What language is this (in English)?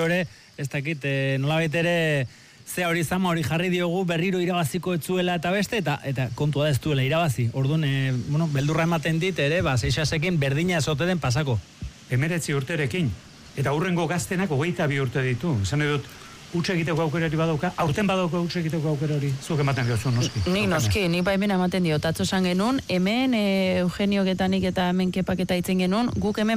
Basque